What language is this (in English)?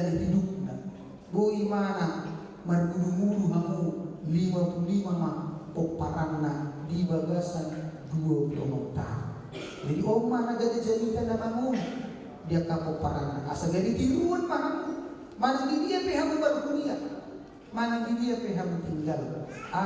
Batak Toba